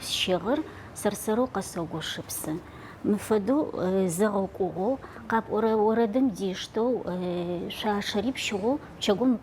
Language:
Adyghe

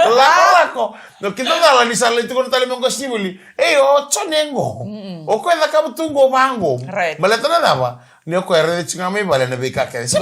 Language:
Fijian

